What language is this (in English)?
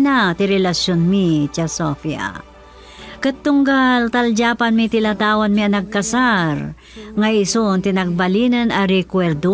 Iloko